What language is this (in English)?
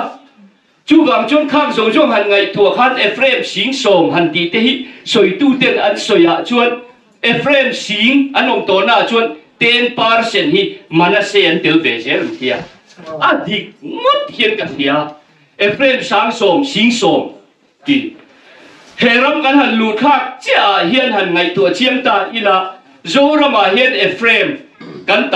Mizo